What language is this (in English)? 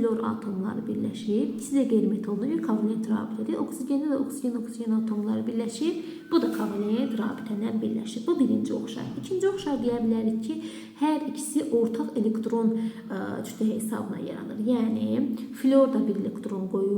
Azerbaijani